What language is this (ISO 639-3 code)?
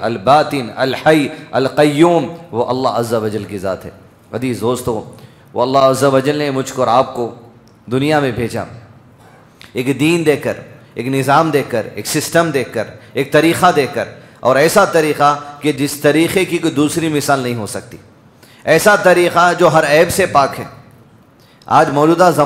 urd